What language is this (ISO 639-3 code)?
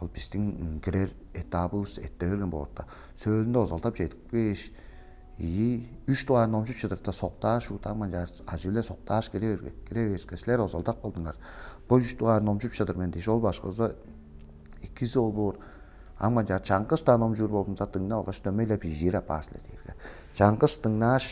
tyv